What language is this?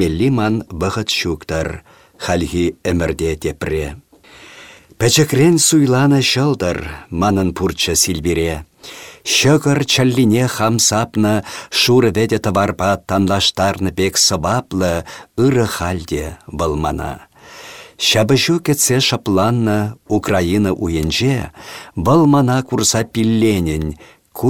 Chuvash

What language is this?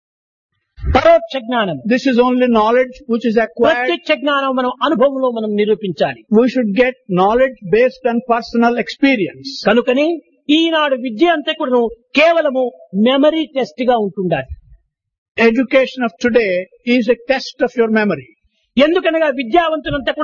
Telugu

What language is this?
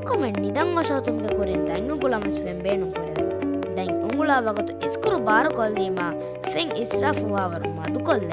Divehi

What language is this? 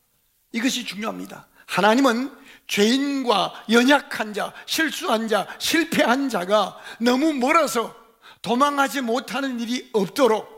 Korean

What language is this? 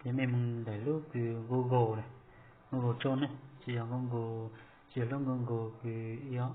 Hmong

